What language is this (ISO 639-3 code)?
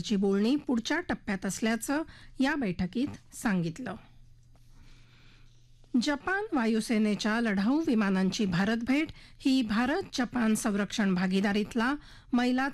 mar